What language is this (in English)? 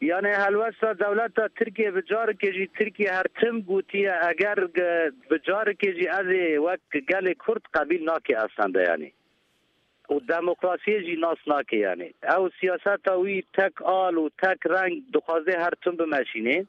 Kurdish